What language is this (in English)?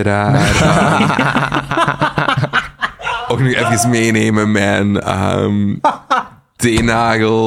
Dutch